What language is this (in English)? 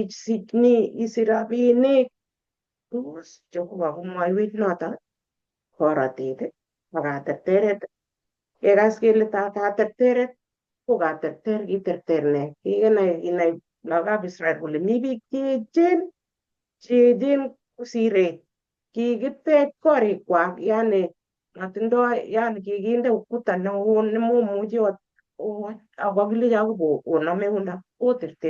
Kalenjin